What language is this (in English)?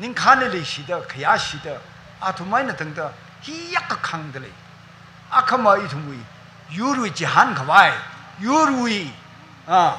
Tangkhul Naga (India)